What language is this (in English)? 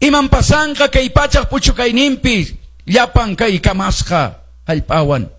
Quechua